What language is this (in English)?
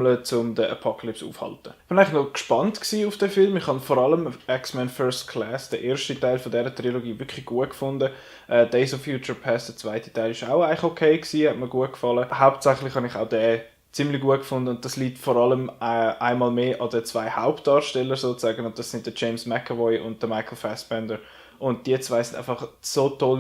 Swiss German